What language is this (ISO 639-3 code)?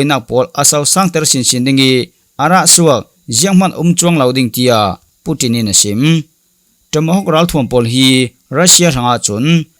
cfm